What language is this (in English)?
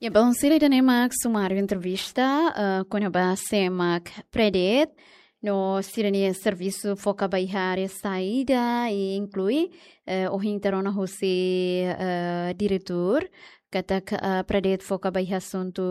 Tetum